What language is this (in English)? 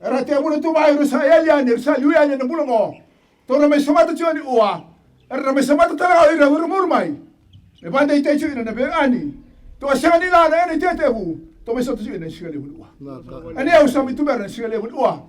Fijian